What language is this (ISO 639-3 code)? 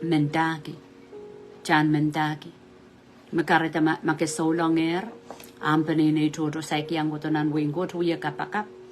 pon